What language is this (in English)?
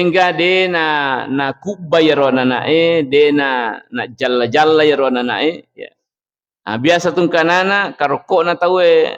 Buginese